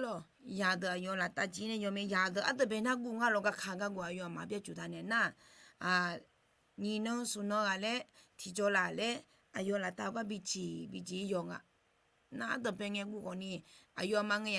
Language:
Akha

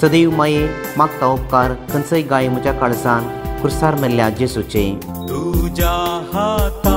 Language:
Konkani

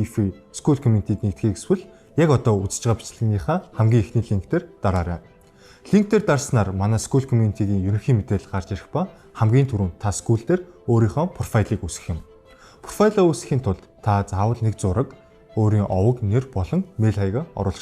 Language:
Mongolian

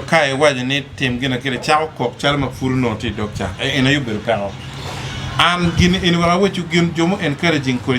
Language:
Acoli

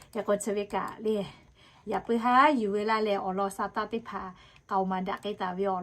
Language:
Lahu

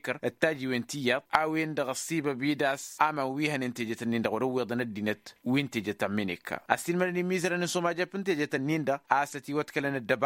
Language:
Tamasheq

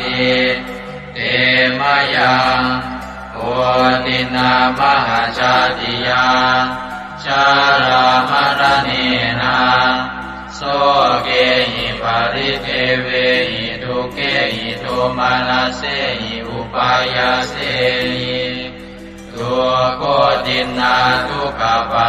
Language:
Pali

